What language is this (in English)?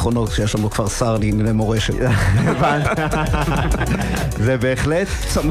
Hebrew